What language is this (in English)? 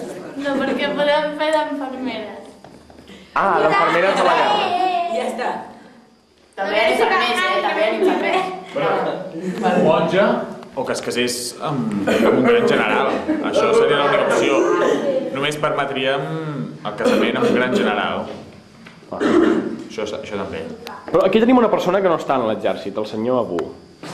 Catalan